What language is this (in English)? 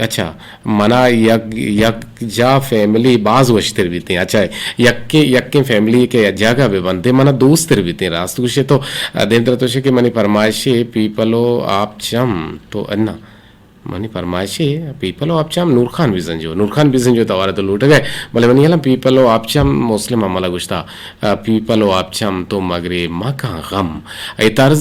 Eastern Balochi